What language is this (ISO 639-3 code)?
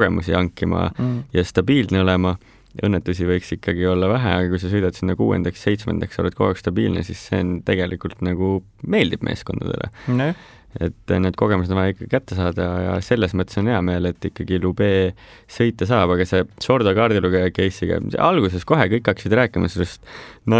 est